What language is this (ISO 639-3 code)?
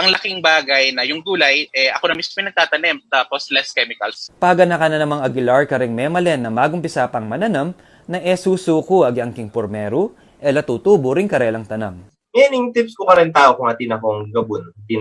pam